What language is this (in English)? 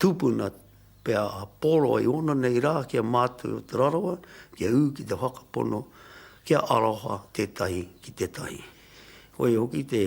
Māori